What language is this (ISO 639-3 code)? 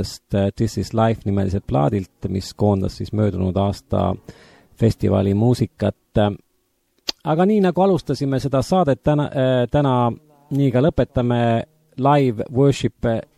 est